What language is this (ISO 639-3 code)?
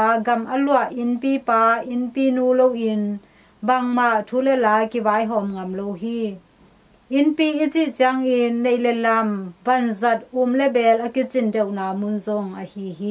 ctd